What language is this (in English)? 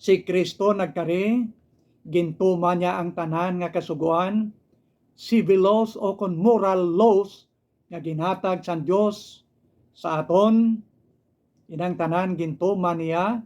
Hiligaynon